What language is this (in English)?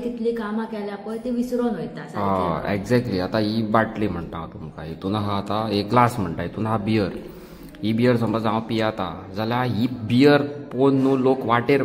Konkani